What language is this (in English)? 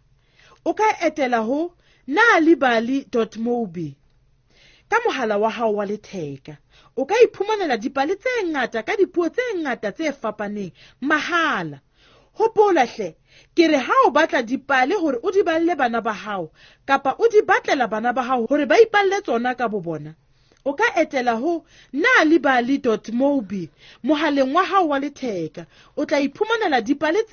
Southern Sotho